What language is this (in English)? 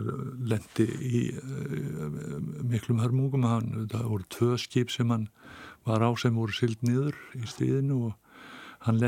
Icelandic